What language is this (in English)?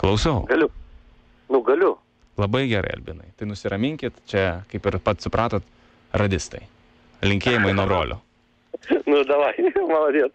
Lithuanian